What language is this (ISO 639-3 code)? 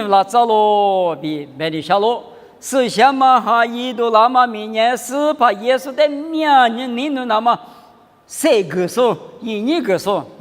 lis